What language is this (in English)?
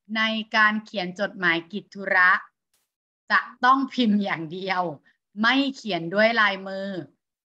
Thai